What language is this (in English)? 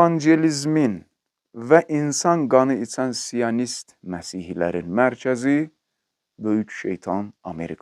Azerbaijani